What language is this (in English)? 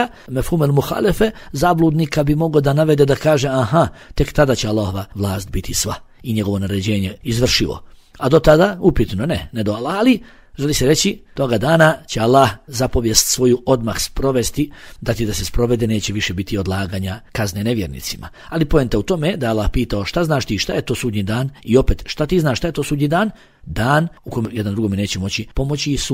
Bosnian